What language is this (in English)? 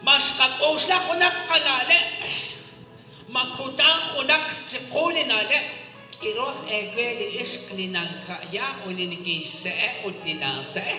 Kekchí